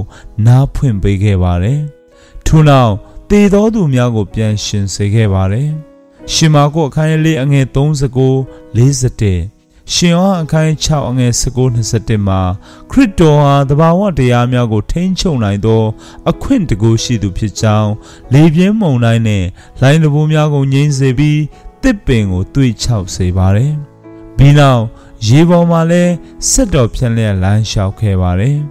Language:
Burmese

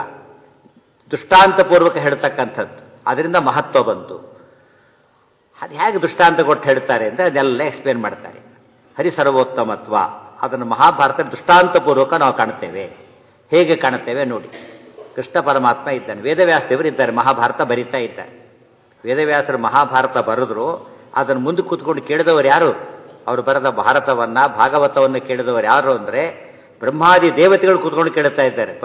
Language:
Kannada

